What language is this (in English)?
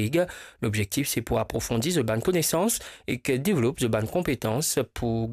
Morisyen